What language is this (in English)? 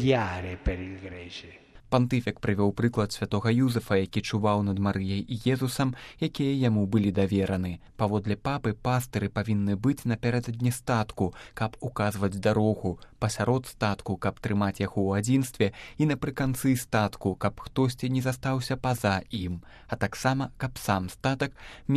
Belarusian